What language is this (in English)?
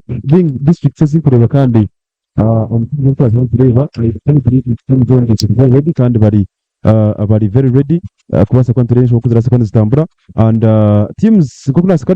Nyankole